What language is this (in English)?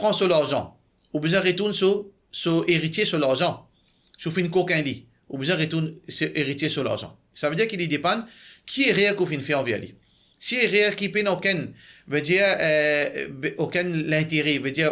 Morisyen